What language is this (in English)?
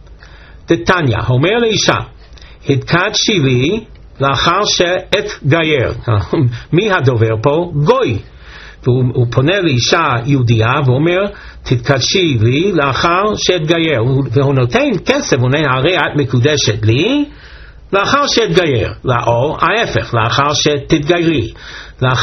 Hebrew